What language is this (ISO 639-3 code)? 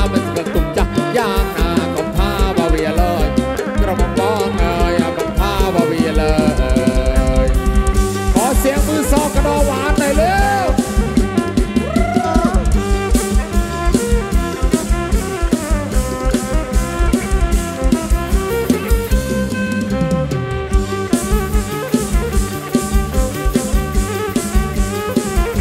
tha